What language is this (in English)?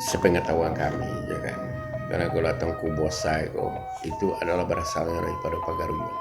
Minangkabau